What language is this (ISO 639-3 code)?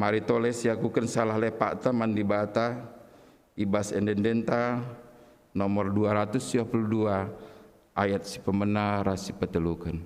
btx